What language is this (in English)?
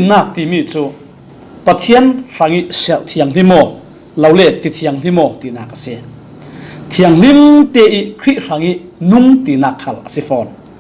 Falam Chin